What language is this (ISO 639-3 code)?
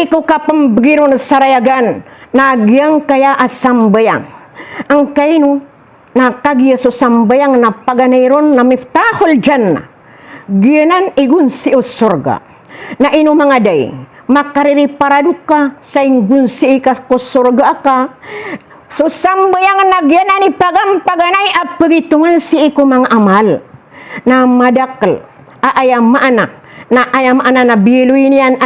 mrw